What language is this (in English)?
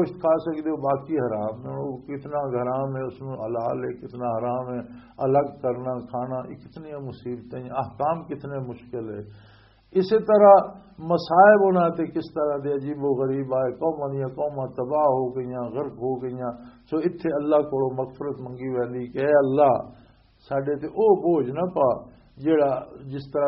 Western Panjabi